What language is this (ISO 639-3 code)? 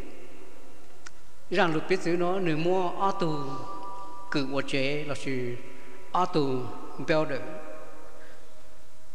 vie